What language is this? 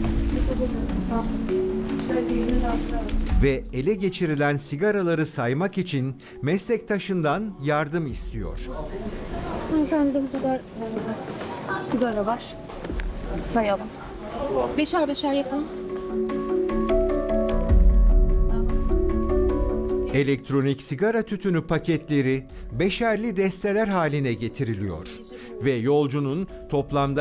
Turkish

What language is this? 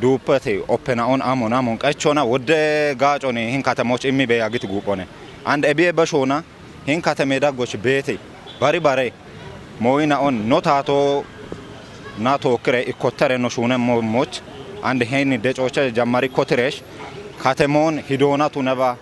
Kafa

